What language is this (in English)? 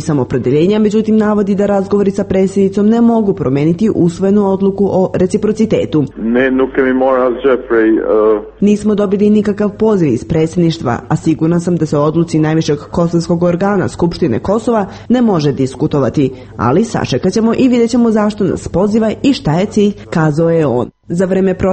Serbian